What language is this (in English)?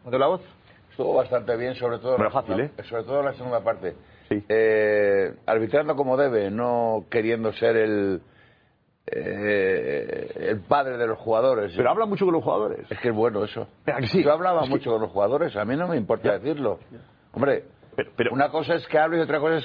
Spanish